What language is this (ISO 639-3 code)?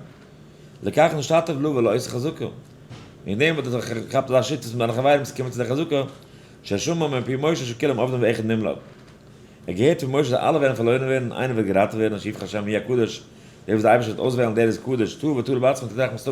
yid